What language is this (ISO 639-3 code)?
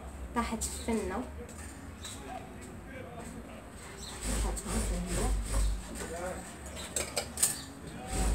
ary